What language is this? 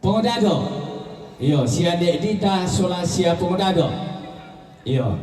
Toraja-Sa'dan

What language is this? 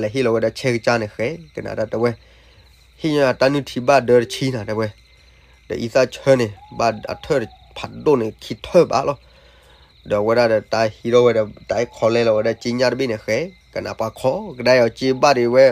S'gaw Karen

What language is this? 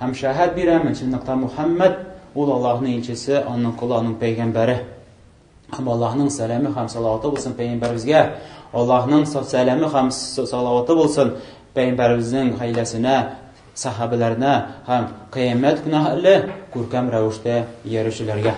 Tatar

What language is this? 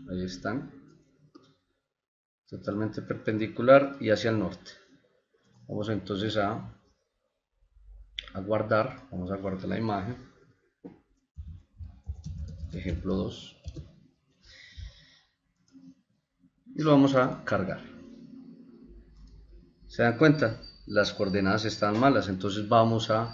Spanish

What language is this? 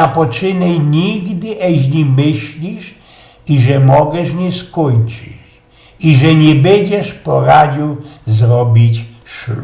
Silesian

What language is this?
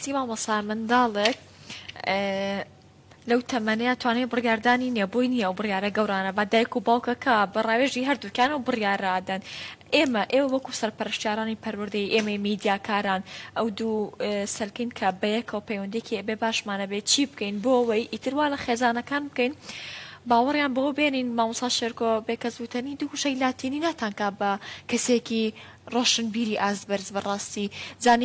Central Kurdish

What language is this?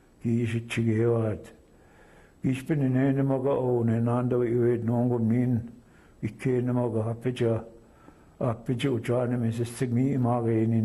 Chippewa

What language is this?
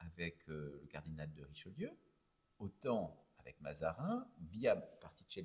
French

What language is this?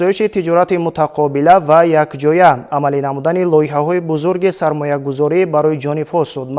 Tajik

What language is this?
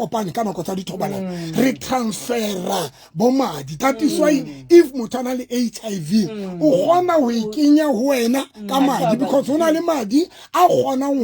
Southern Sotho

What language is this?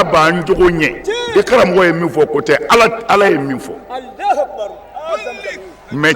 Bambara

